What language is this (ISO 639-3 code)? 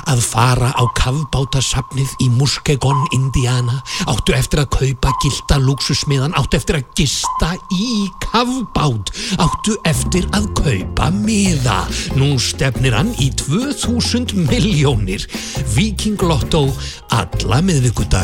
isl